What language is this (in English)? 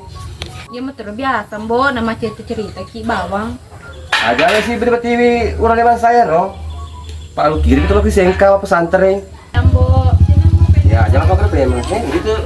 Buginese